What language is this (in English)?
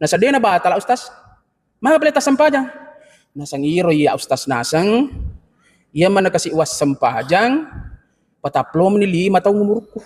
Buginese